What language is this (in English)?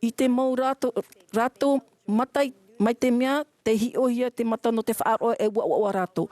Tahitian